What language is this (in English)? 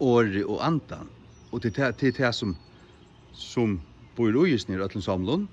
Faroese